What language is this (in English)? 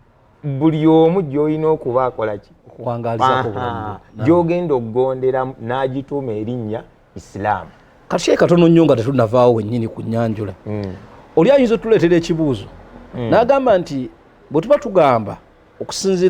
Ganda